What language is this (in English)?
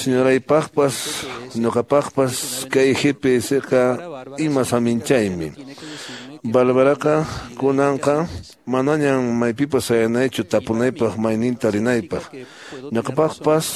Quechua